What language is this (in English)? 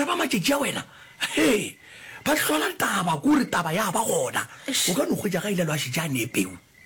Northern Sotho